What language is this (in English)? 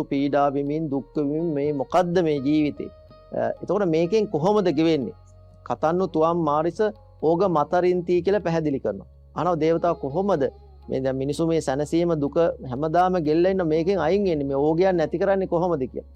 Sinhala